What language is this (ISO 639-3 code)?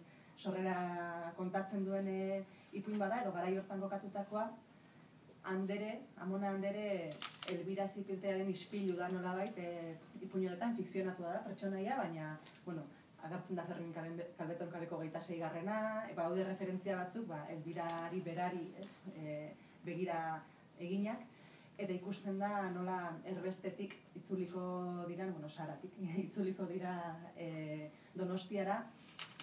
eus